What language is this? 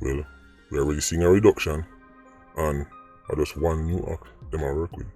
Jamaican Creole English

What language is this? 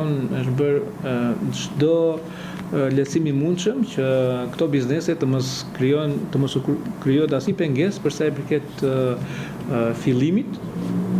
Albanian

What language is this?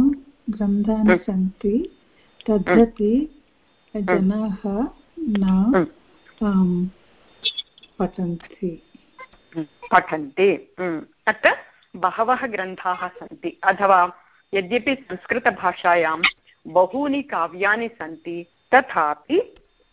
Sanskrit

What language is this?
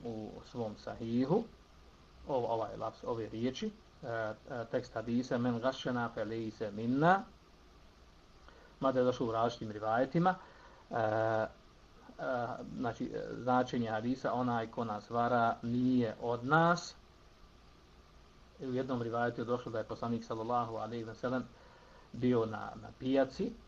Bosnian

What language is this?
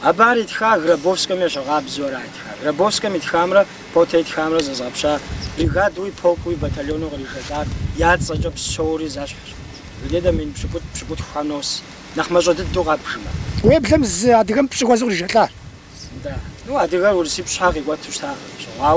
Kabardian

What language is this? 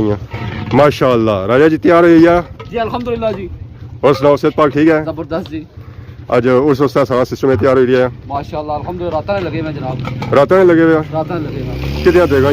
Pahari-Potwari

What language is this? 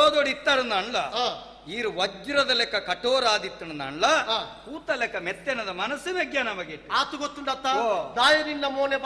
Tulu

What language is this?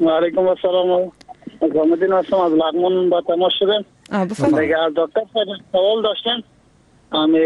Persian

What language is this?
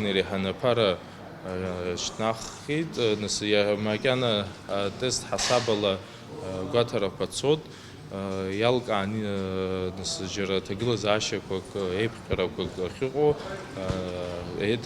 Abkhazian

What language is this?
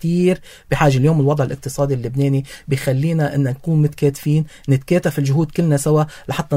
North Levantine Arabic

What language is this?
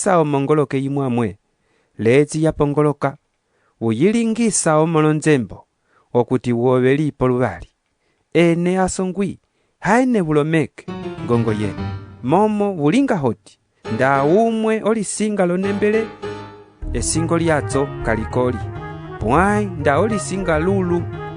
Umbundu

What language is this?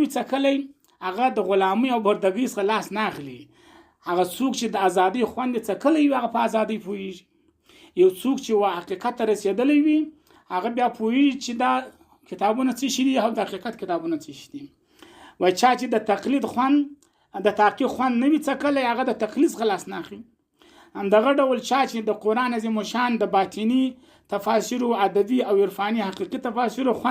Pashto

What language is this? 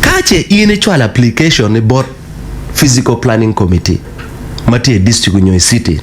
Acoli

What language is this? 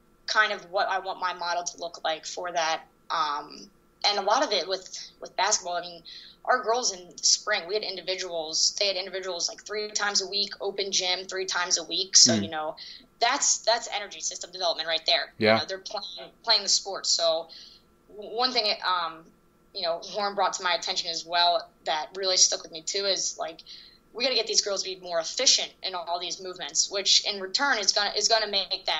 English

